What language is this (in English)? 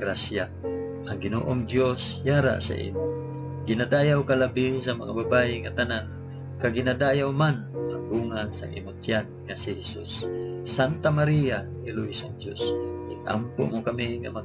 Hiligaynon